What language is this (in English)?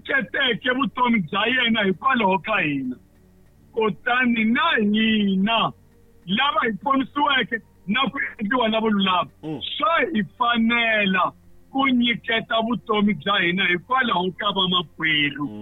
Tsonga